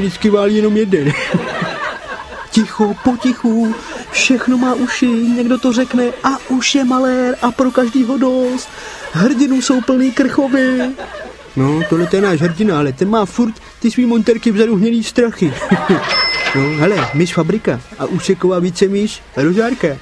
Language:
Czech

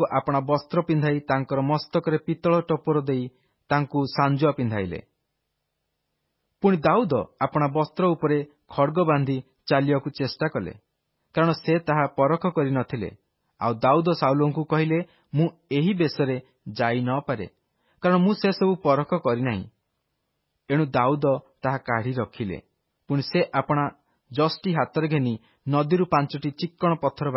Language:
Odia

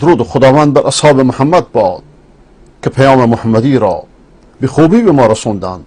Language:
Persian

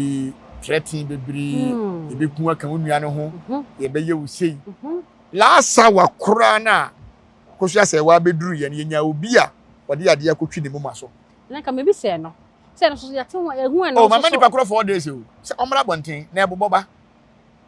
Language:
Akan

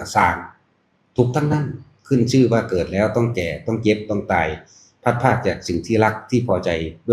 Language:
Lao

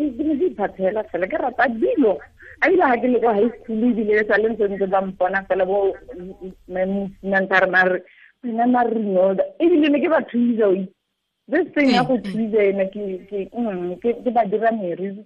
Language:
Tswana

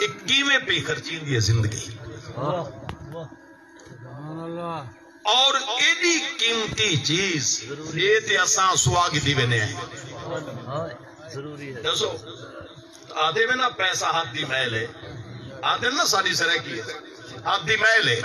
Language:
Saraiki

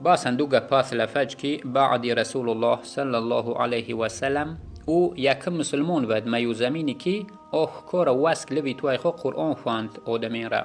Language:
Yazgulyam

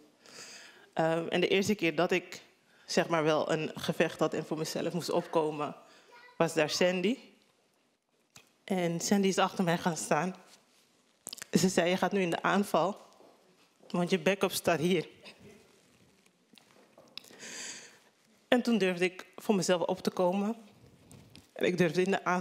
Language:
Dutch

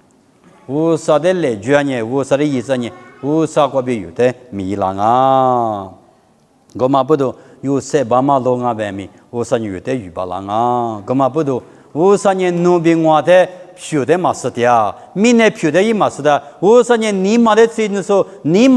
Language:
Lisu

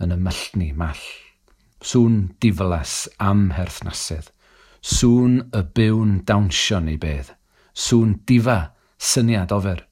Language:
Welsh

